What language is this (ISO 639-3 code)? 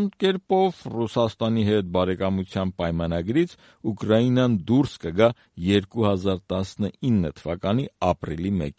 hye